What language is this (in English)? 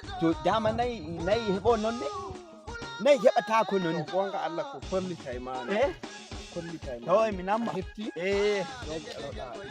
Nigerian Fulfulde